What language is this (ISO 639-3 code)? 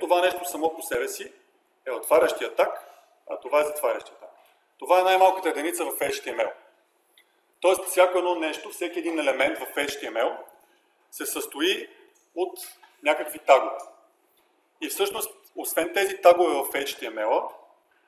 bul